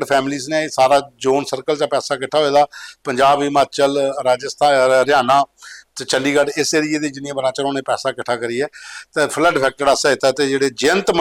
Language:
Dogri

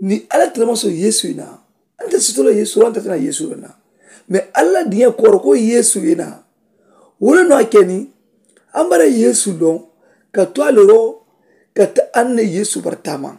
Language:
Mandingo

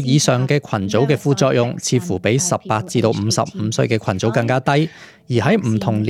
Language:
Cantonese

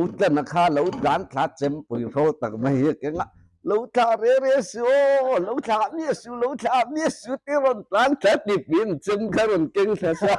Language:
Mizo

